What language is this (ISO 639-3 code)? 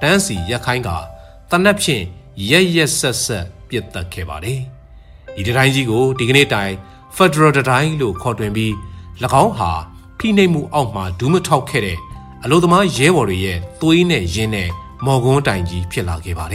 mya